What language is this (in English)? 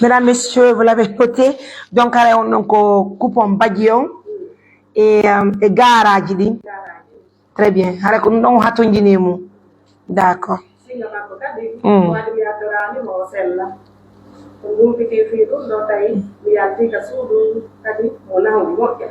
Pular